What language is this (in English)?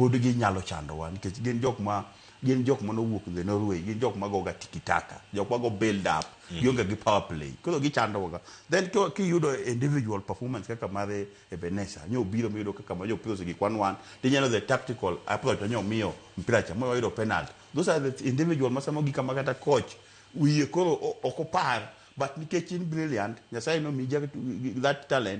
Luo (Kenya and Tanzania)